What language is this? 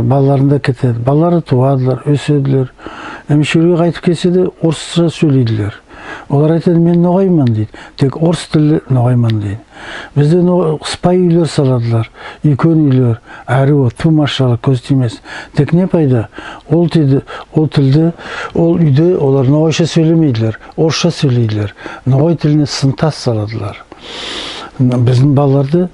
Nogai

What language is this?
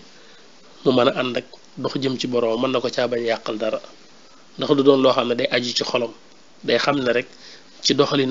Wolof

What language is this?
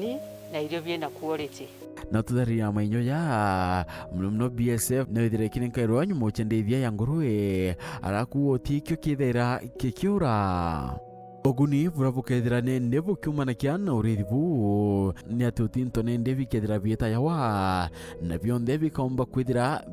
Meru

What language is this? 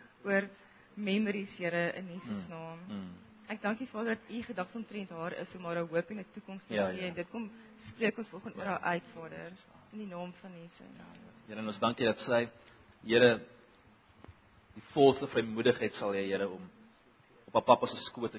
Afrikaans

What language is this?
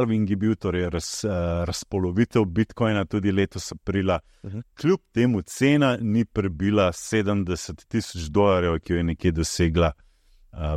Slovenian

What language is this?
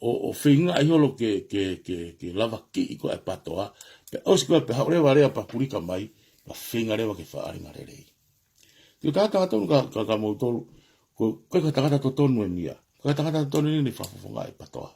Tongan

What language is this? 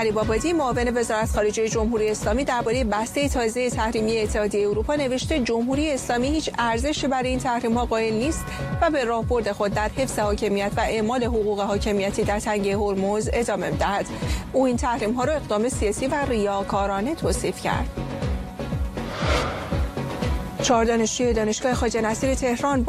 Persian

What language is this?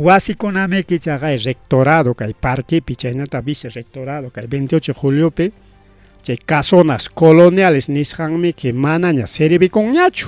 Ayacucho Quechua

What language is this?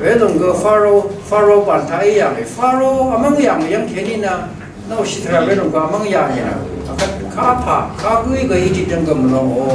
Rawang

